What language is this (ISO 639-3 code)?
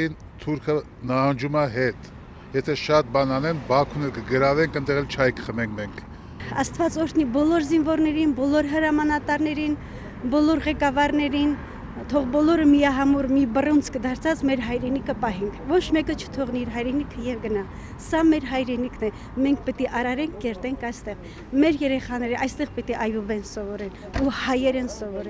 hye